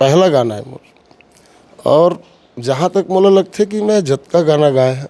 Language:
Chhattisgarhi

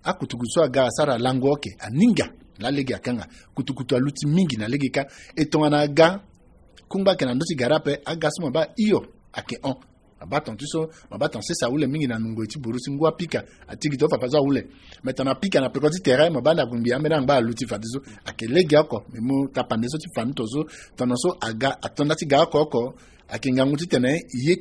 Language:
Sango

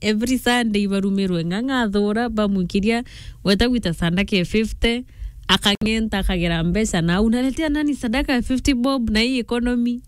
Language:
Meru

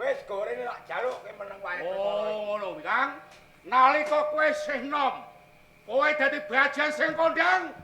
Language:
Javanese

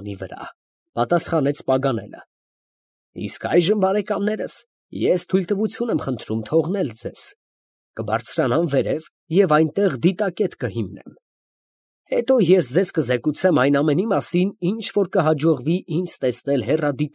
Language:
Armenian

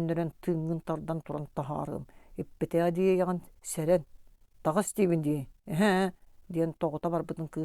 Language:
Yakut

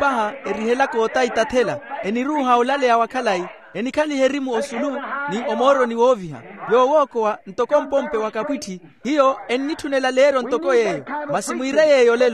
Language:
Makhuwa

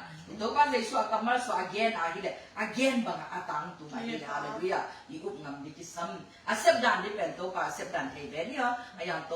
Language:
Tedim Chin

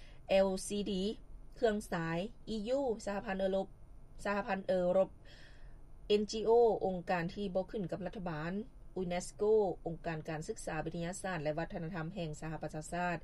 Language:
Lao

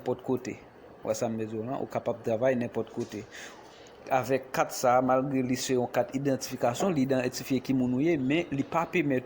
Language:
Haitian Creole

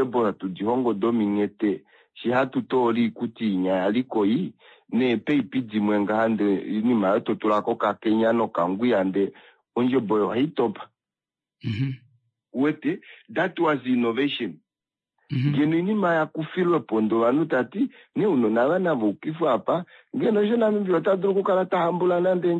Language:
Kuanyama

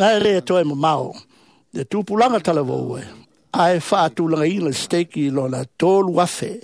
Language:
Samoan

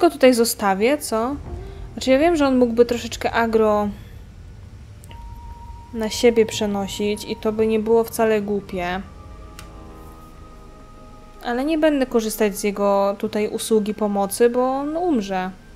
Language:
Polish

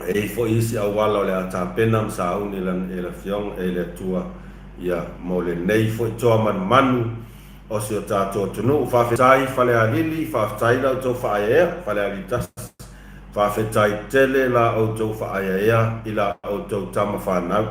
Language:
Samoan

